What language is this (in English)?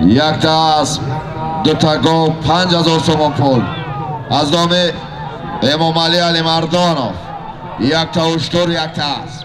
Tajik